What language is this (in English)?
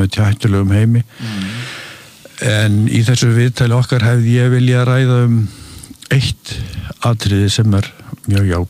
Icelandic